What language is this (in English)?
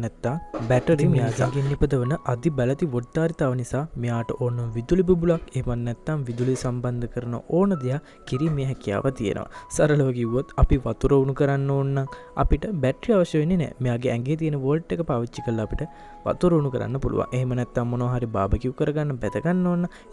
Sinhala